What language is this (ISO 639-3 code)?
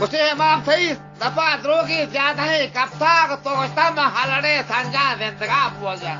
bgp